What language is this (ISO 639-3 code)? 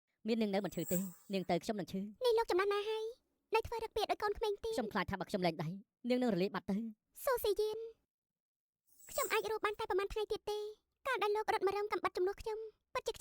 khm